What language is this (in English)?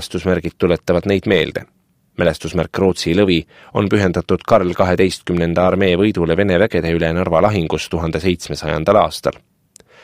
Estonian